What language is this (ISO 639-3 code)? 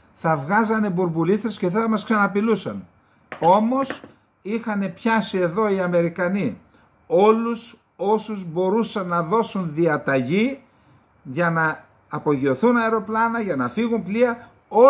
ell